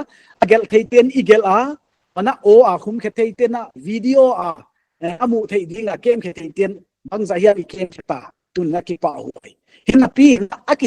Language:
Paite Chin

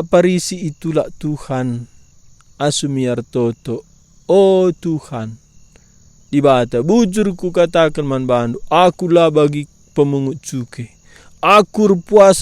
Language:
Batak Karo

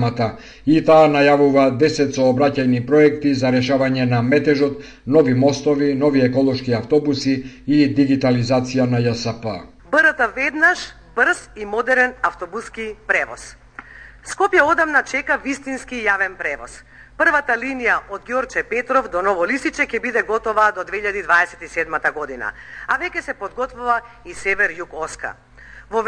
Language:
Macedonian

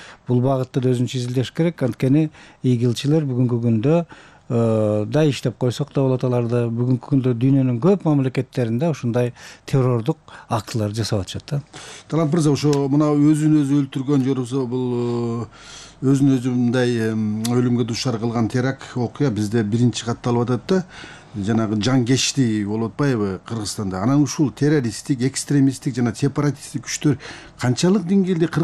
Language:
Kyrgyz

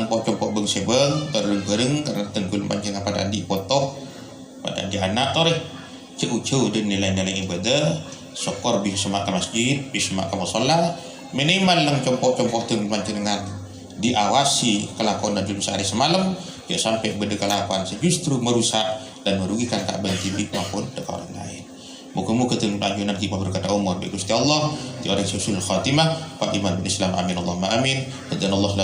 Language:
Madurese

